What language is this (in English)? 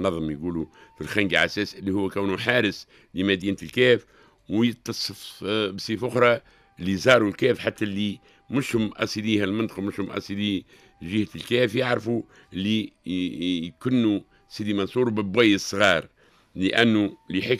Tunisian Arabic